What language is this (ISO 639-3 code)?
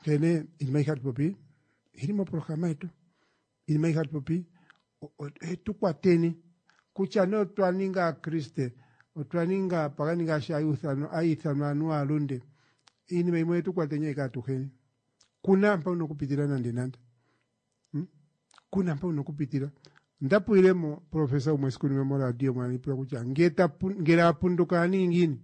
kua